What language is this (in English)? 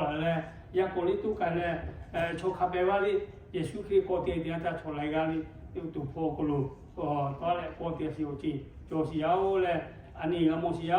Lahu